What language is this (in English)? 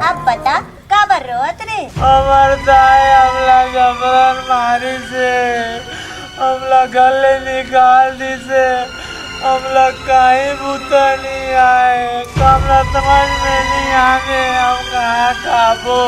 Chhattisgarhi